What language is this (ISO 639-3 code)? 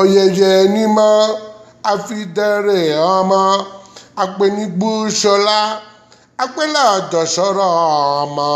yor